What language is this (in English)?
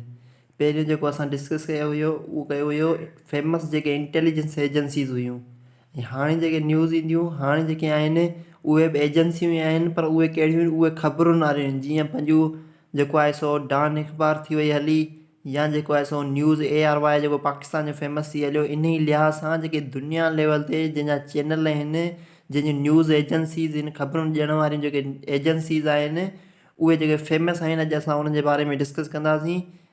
Sindhi